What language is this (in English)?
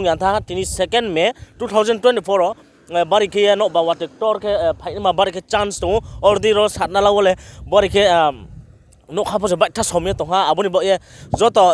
Riang (India)